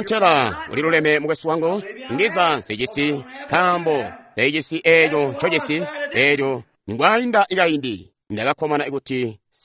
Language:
Tonga (Zambia)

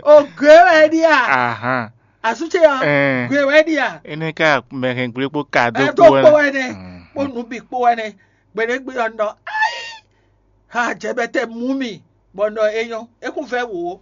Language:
Fon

